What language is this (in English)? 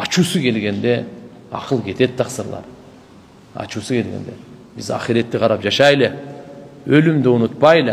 Kyrgyz